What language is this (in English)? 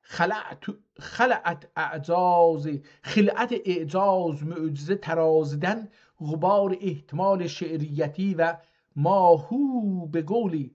South Azerbaijani